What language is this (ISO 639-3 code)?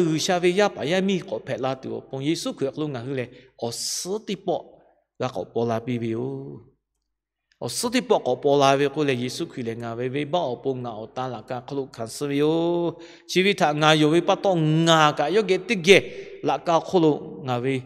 lhu